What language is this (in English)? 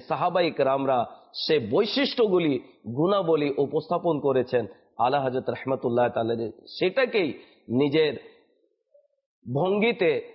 Bangla